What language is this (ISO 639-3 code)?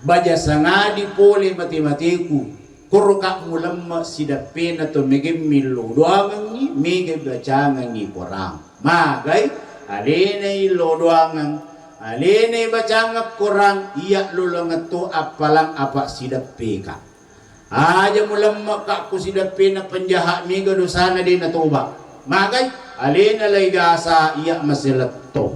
bug